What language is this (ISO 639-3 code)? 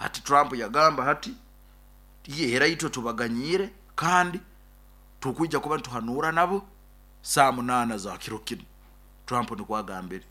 nyn